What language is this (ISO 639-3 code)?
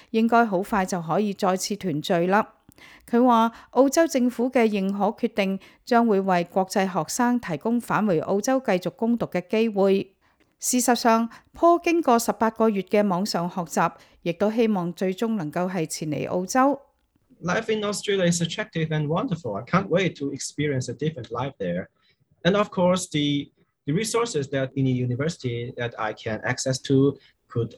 yue